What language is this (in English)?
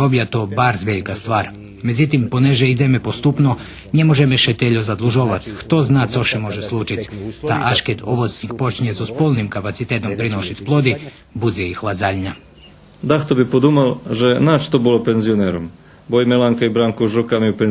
Rusyn